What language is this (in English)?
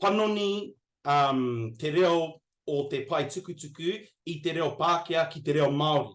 Māori